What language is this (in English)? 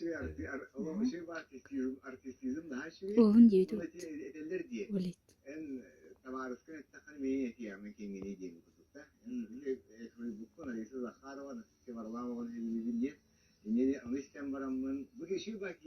Yakut